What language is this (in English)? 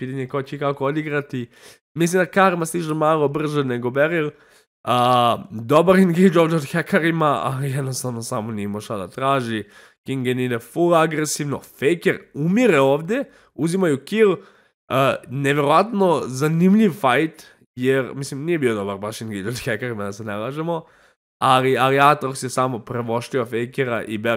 Serbian